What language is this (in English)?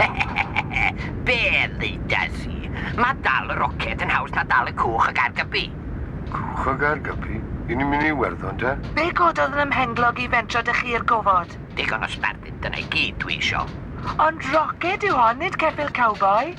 Welsh